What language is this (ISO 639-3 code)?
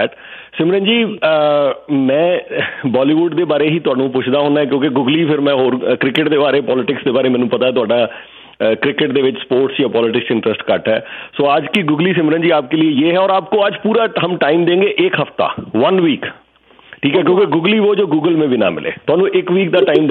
pan